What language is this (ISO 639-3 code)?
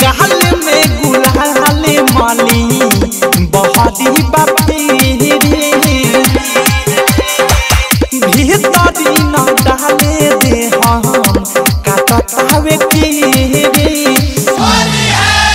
bho